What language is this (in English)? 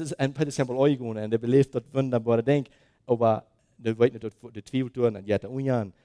Plautdietsch